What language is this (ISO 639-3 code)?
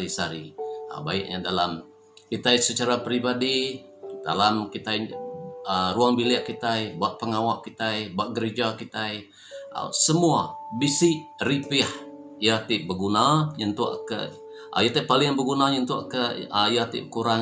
iba